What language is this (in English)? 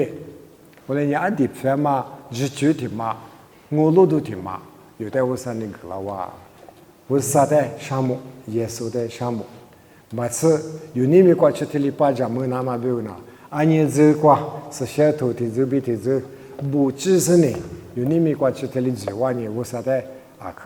Lisu